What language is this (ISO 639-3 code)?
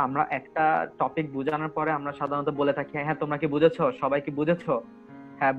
ben